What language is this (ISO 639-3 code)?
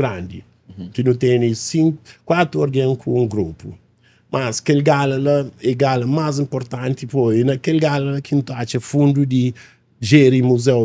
kea